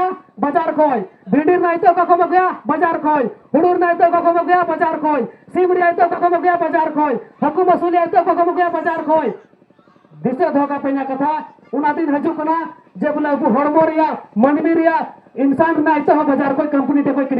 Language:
Santali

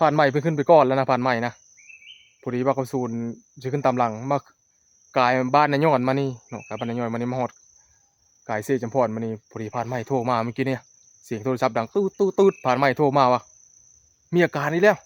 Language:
Northeastern Thai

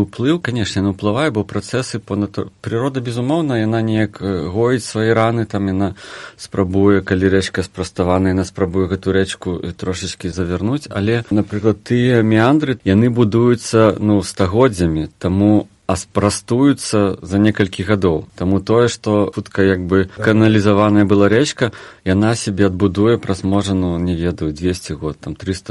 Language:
Belarusian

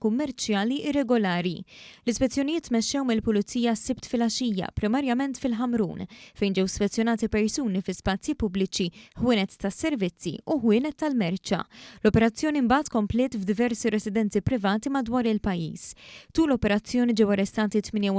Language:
Maltese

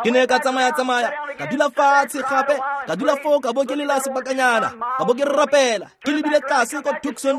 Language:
Tswana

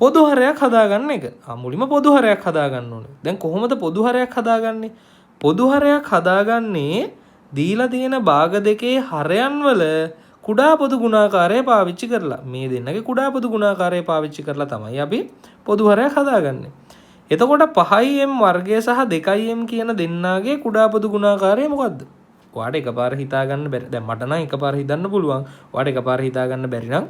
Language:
Sinhala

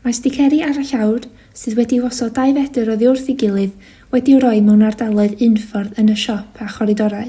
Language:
Welsh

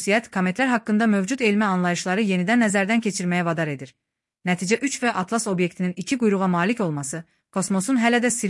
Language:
Azerbaijani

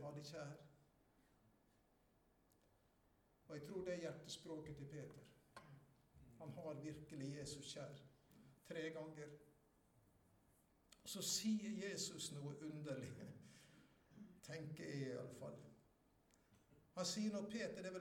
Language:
Norwegian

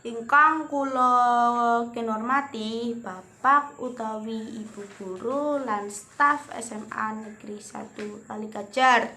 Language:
Javanese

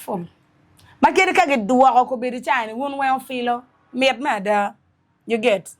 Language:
Acoli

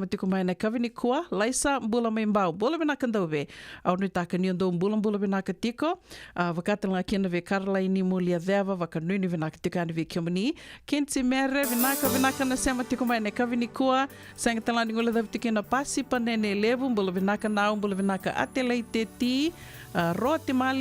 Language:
Fijian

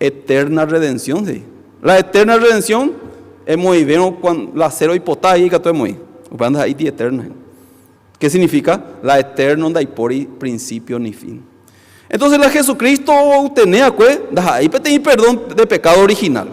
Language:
Guarani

